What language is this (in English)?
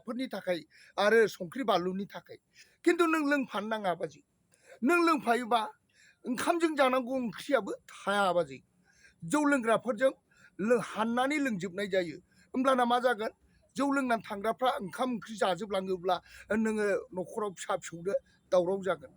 Bodo